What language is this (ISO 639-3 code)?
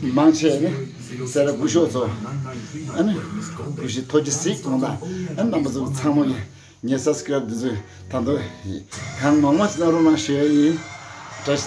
bod